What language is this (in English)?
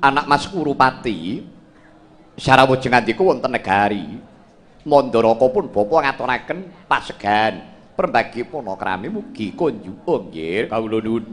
Javanese